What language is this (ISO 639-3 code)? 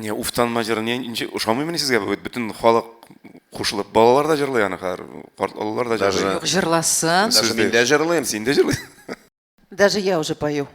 tat